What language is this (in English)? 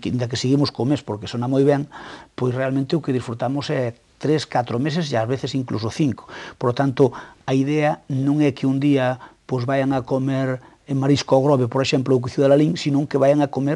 Galician